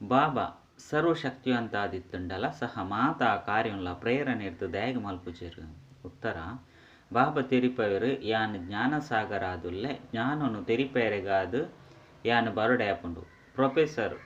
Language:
Tulu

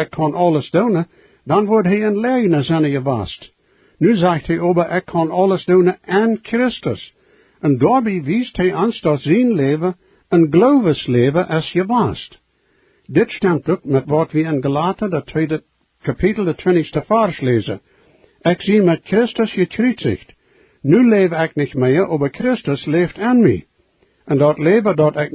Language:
Plautdietsch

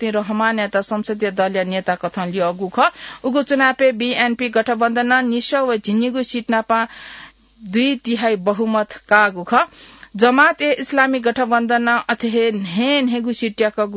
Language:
Newari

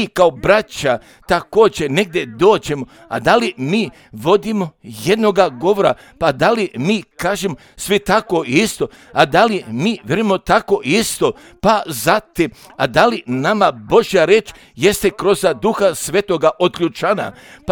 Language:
Croatian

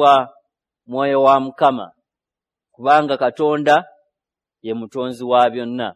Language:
Ganda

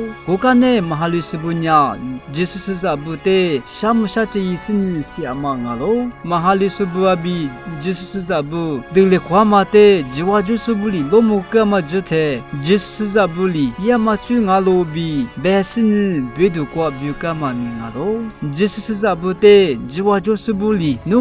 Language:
Lisu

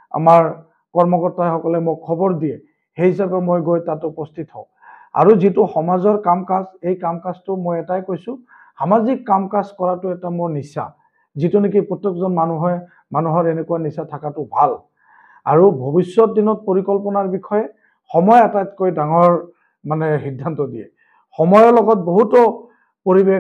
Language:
Assamese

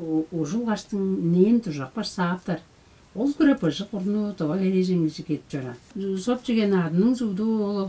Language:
Tuvinian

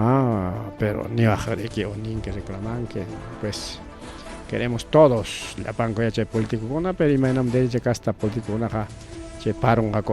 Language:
Ayacucho Quechua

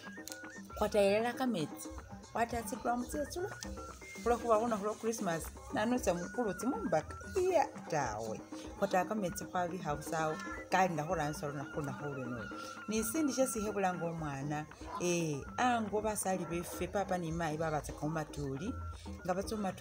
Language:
Masaaba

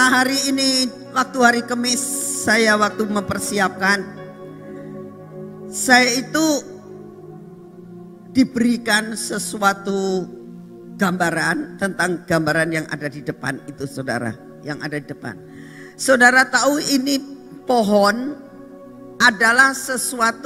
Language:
Indonesian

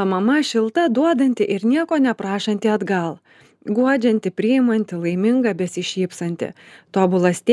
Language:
Lithuanian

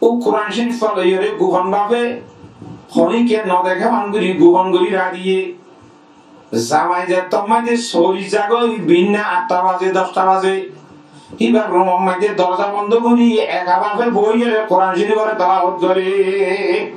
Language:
Rohingya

